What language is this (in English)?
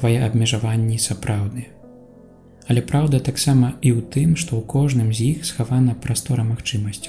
Belarusian